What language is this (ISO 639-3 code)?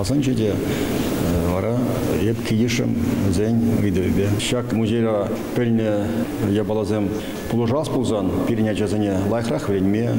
chv